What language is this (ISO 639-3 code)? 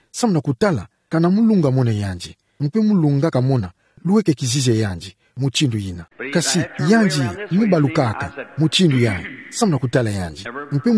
ktu